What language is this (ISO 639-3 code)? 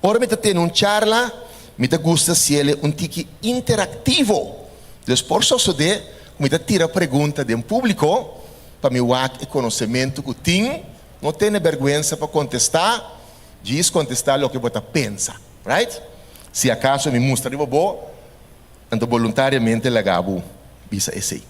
pap